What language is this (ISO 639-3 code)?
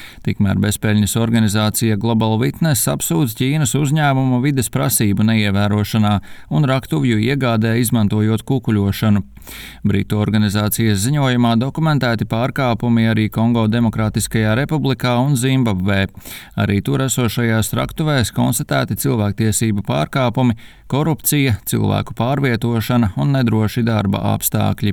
lav